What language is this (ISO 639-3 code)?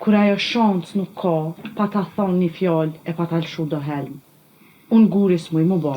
sqi